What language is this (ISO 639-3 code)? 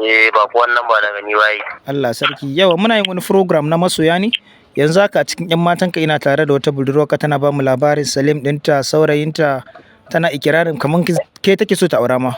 hau